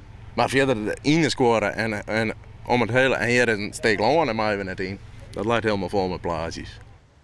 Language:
Western Frisian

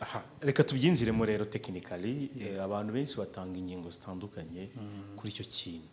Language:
Kinyarwanda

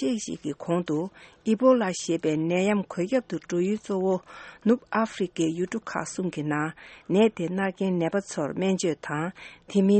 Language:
Tibetan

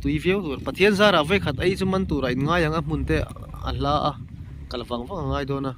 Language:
Mizo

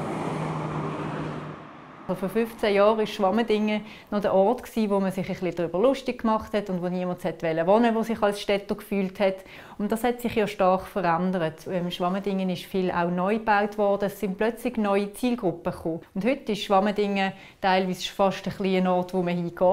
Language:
German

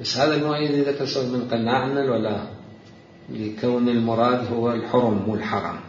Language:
Mesopotamian Arabic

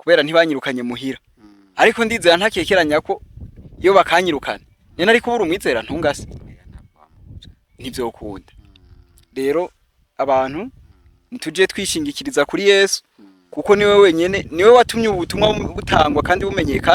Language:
Rundi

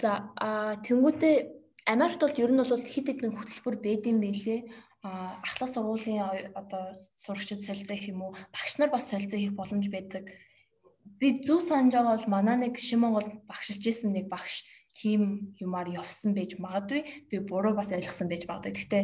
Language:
Mongolian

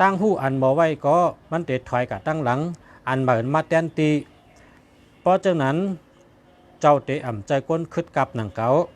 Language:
Shan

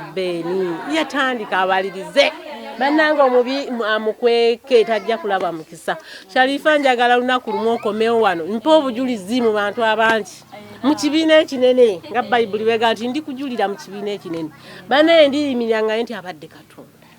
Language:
Ganda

